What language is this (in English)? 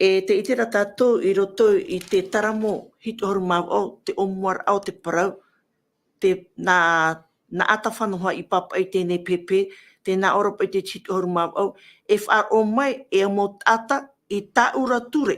Tahitian